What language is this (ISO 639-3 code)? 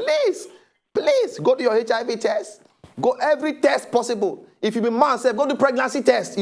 pcm